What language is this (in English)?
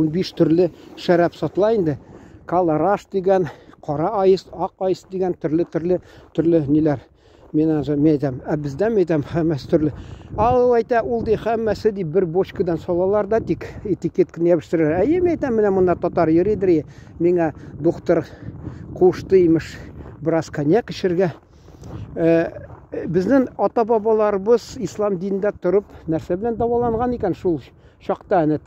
Tatar